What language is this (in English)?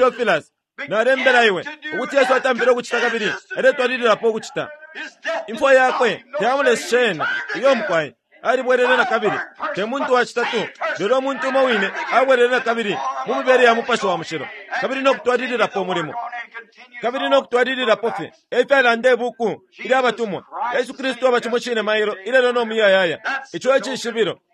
Bemba